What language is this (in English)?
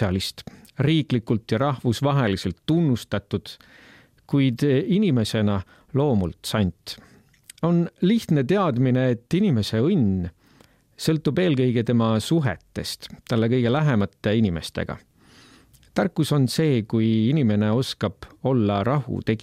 Estonian